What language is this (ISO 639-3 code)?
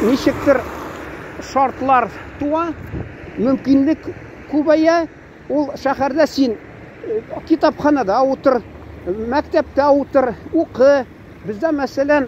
tat